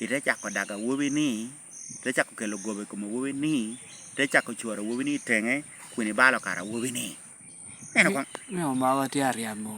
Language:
Lango (Uganda)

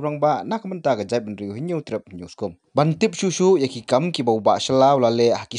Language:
Khasi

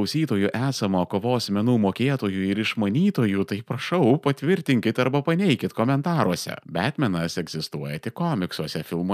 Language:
Lithuanian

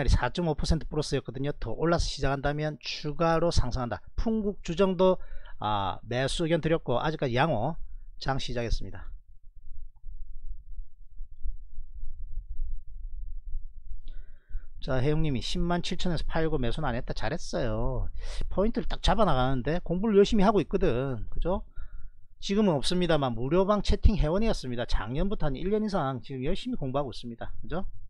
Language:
Korean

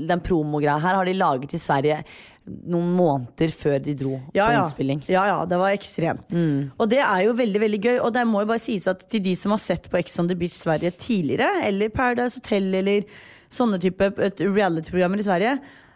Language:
Norwegian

